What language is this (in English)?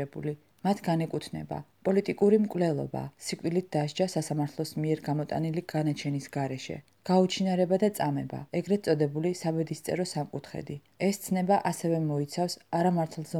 Georgian